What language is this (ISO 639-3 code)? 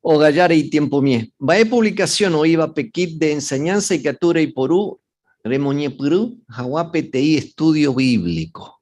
grn